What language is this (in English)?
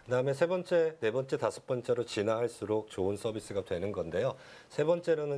Korean